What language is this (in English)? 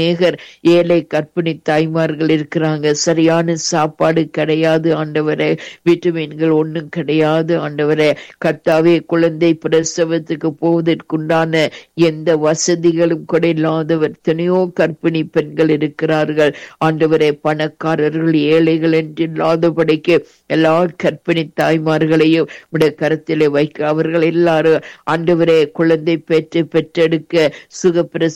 Tamil